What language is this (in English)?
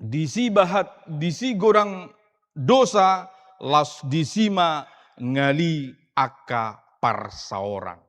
Batak Toba